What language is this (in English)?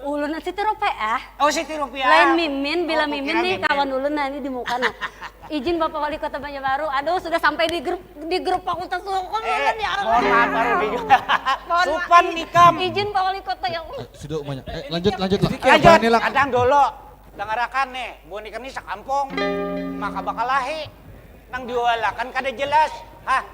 Banjar